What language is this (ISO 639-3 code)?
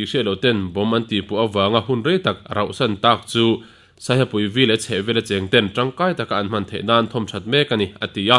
lus